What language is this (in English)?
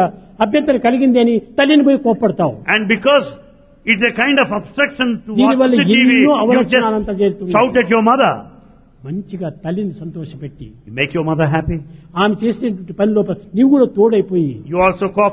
Telugu